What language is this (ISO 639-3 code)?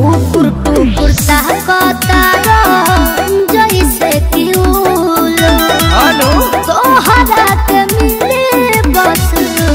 bho